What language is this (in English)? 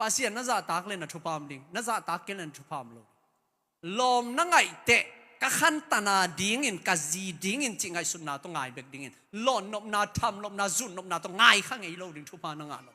Tedim Chin